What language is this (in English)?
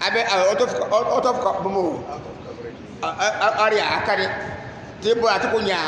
Dagbani